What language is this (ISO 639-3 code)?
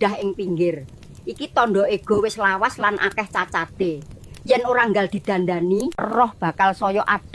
jav